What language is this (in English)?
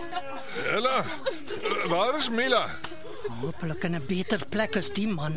Afrikaans